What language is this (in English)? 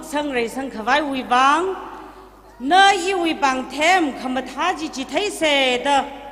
Tangkhul Naga (India)